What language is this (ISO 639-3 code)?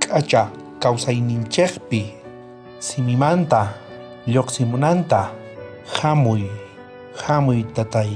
quh